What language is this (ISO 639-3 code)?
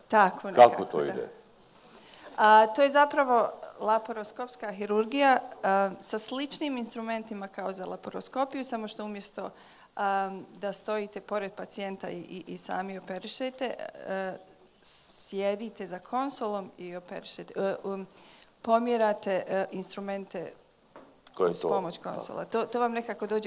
bos